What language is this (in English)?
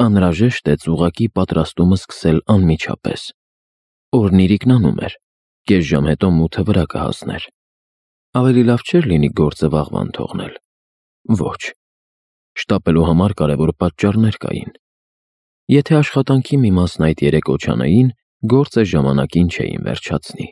Armenian